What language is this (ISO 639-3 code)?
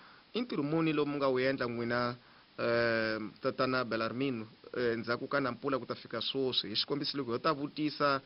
tso